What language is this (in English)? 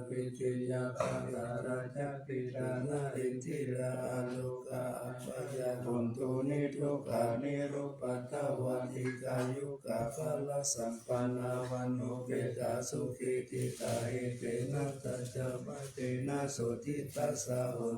Pali